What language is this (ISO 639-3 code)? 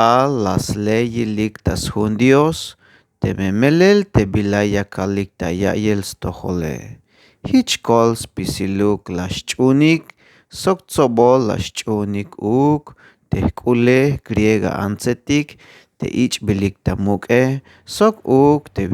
tzh